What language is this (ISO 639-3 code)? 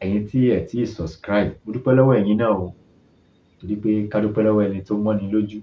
yor